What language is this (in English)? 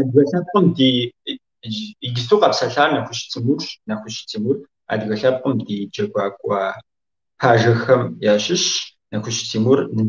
Kabardian